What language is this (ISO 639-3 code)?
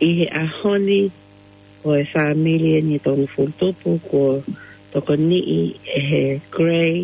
ton